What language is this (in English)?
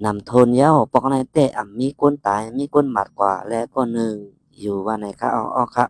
Shan